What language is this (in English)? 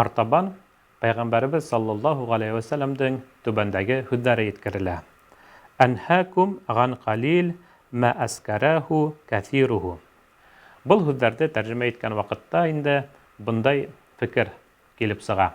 Bashkir